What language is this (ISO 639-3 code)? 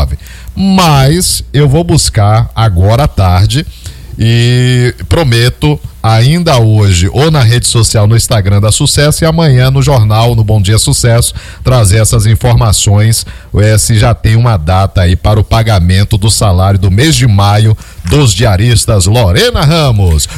por